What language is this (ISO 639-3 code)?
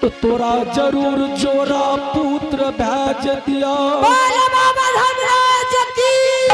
anp